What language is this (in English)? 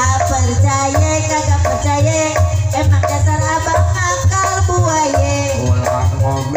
Betawi